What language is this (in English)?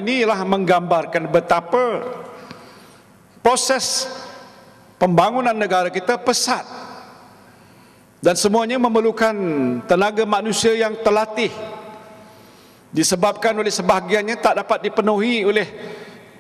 Malay